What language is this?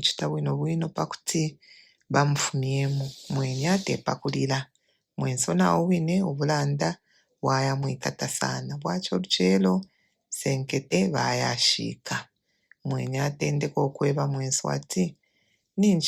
Bemba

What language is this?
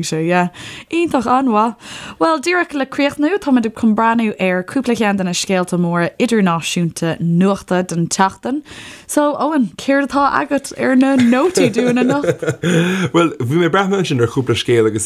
Irish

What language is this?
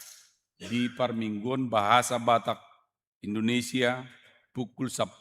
Batak Toba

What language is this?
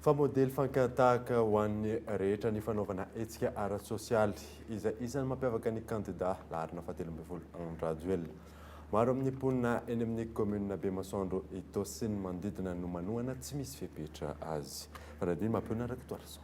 Malagasy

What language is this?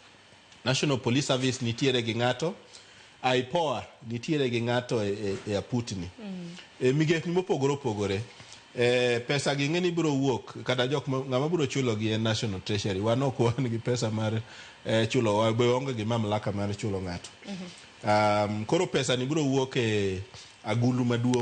Luo (Kenya and Tanzania)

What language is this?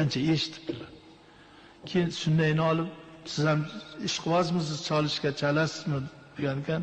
Uzbek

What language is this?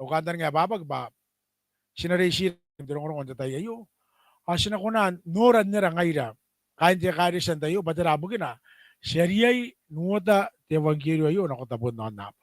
Gilbertese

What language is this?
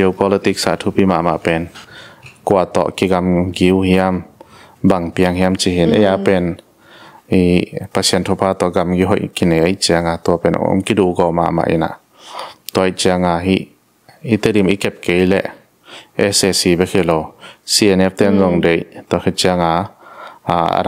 Tedim Chin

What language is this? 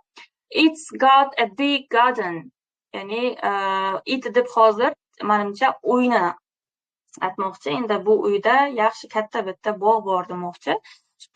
Uzbek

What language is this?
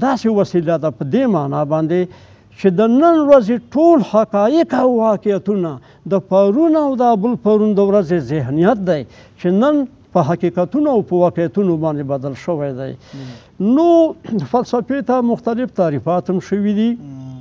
Pashto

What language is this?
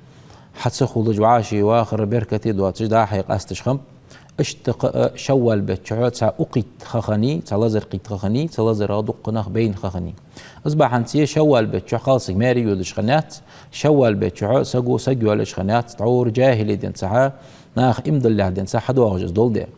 Ingush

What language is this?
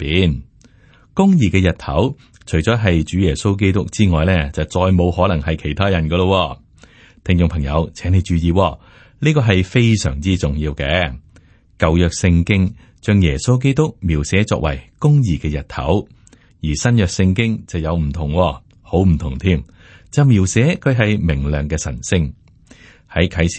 Cantonese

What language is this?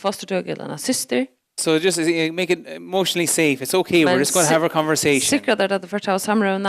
Faroese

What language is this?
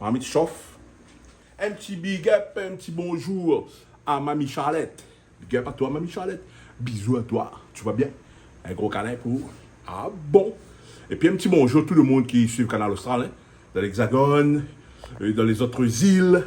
Réunion Creole French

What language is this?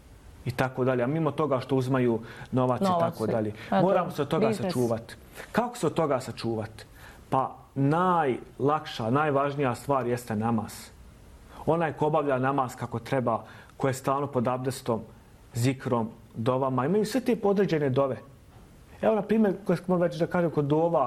Bosnian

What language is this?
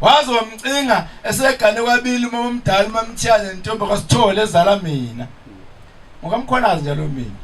Zulu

